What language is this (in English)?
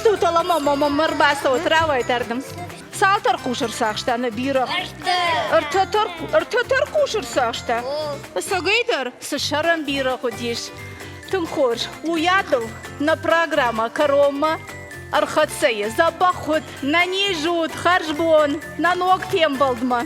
Ossetic